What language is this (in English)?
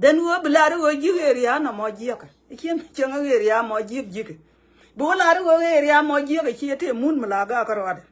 Nuer